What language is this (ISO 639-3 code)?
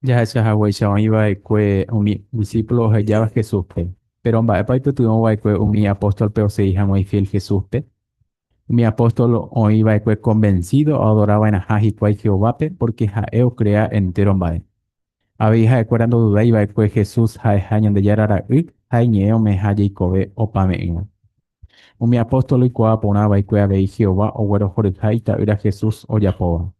grn